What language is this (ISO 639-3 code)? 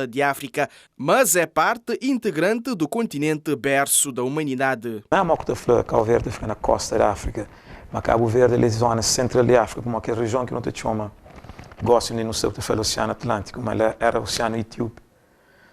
kea